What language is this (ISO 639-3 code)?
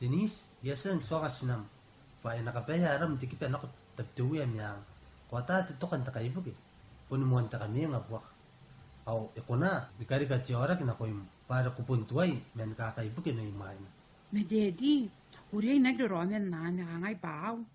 gil